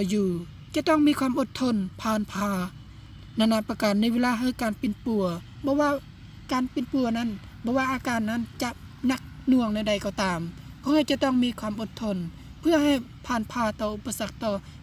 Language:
Lao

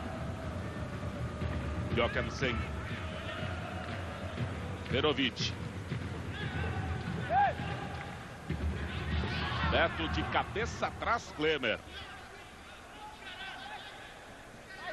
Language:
Portuguese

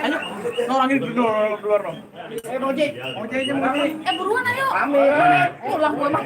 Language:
Betawi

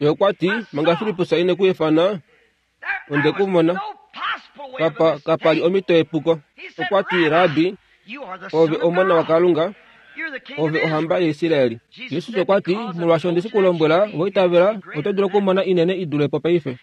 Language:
Kuanyama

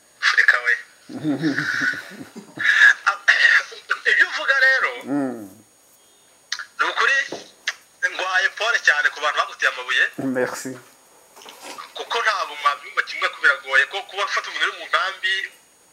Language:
Kinyarwanda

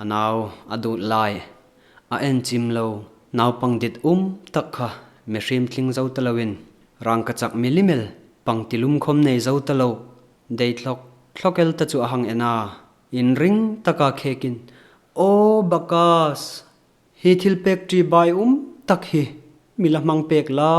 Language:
Hmar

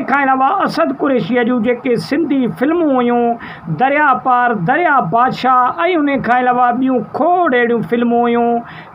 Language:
Sindhi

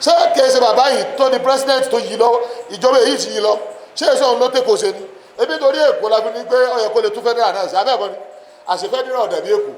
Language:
Yoruba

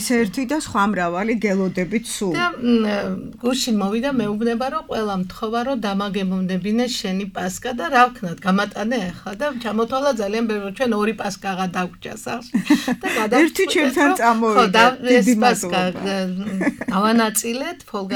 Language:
Georgian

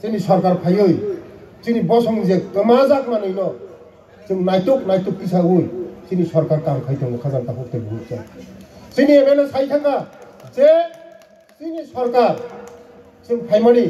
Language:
Kok Borok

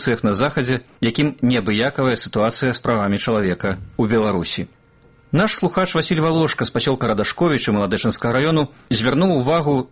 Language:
Belarusian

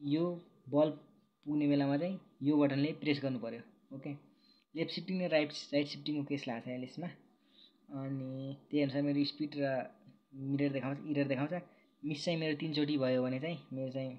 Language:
Nepali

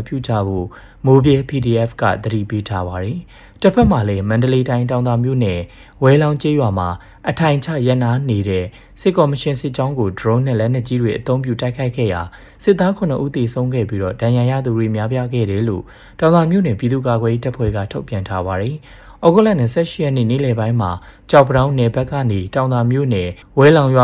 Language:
Burmese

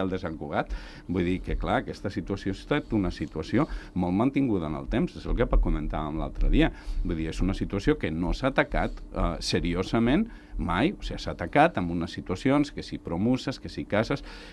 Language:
Catalan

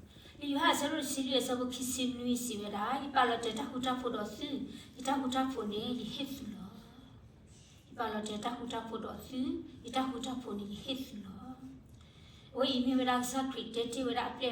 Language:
S'gaw Karen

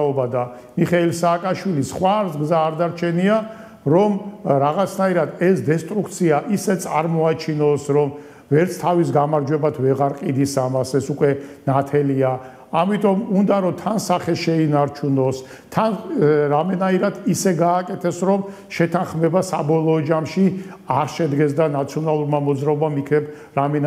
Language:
Georgian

